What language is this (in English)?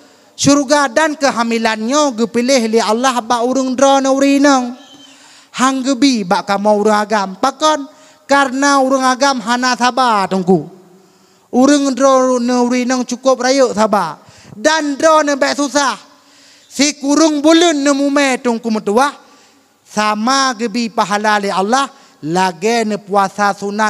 Achinese